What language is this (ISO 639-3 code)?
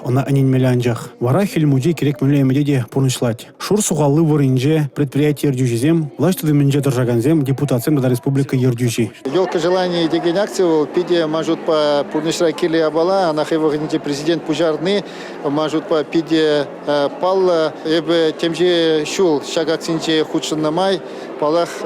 chv